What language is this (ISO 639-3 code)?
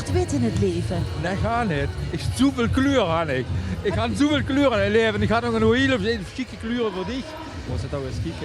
lim